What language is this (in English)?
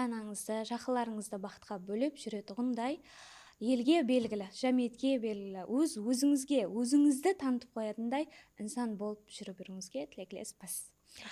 Kara-Kalpak